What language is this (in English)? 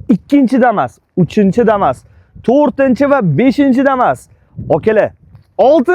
Uzbek